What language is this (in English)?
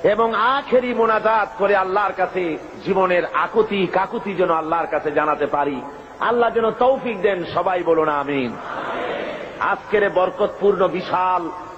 Bangla